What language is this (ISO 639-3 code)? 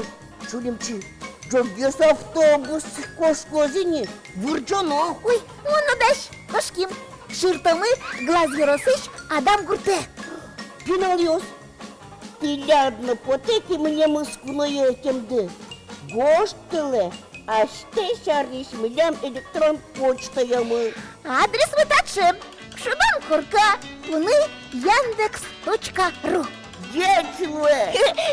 udm